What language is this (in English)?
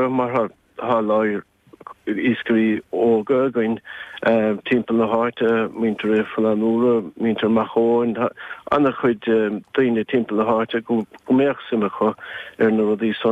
Irish